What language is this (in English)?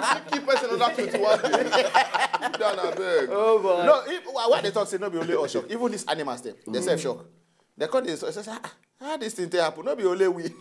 Nigerian Pidgin